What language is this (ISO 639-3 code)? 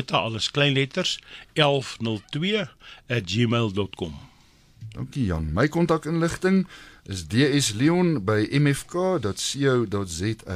afr